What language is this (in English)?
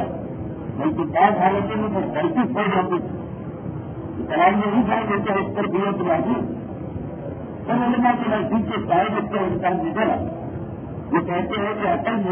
Urdu